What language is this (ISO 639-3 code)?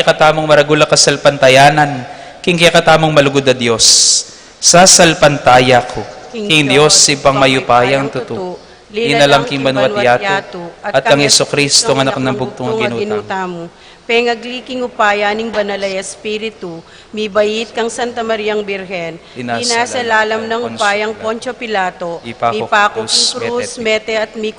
pam